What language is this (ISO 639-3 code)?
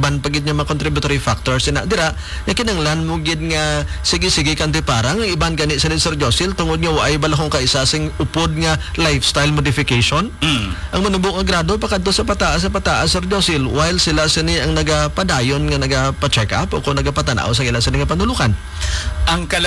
hil